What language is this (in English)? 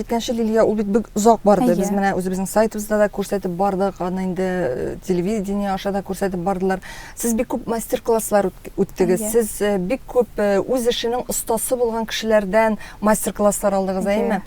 Tatar